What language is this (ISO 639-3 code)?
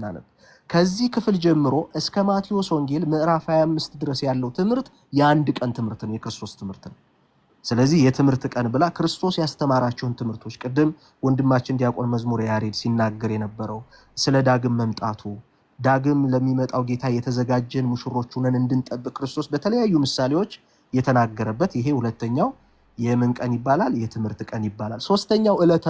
amh